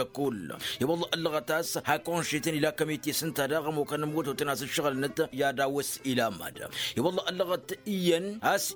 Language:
Tamasheq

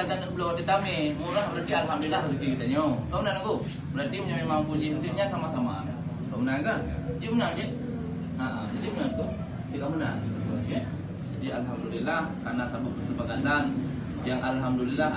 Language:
Achinese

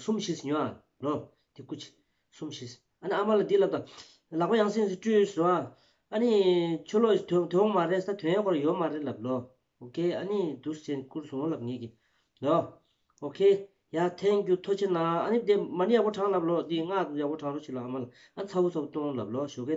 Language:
Tibetan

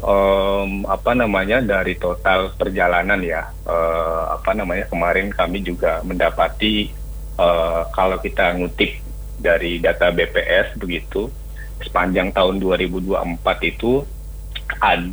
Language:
Indonesian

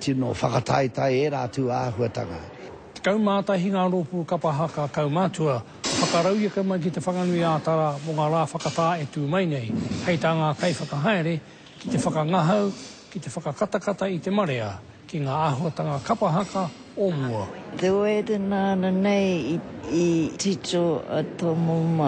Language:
Māori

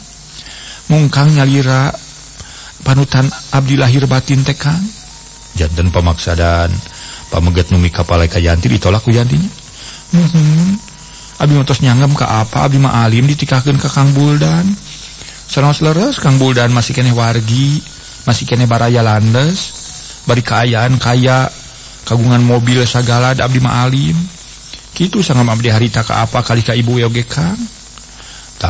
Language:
Sundanese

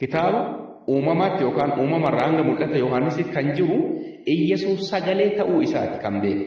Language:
Oromo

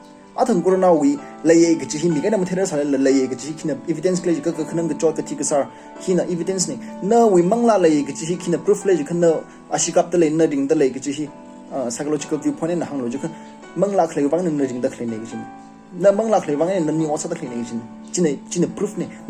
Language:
Tangkhul Naga (India)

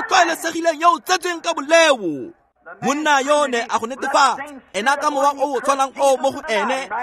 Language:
Tswana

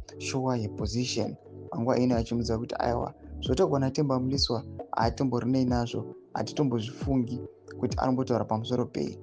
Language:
Shona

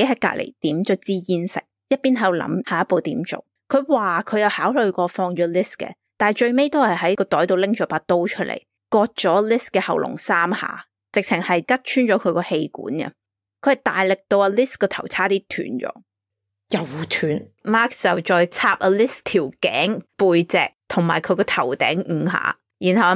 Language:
Cantonese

